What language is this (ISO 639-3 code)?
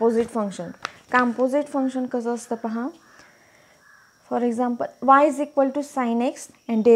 mar